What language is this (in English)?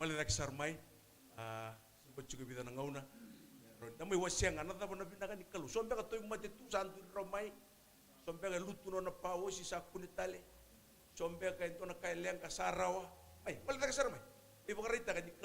Fijian